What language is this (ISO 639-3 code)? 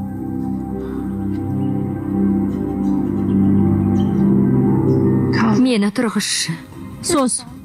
kaz